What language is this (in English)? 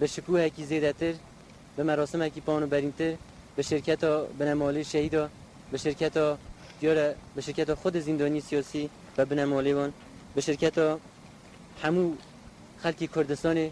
Kurdish